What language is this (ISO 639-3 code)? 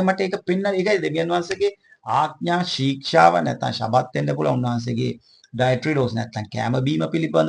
sin